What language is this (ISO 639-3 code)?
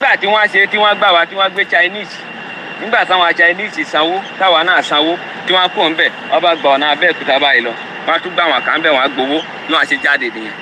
yor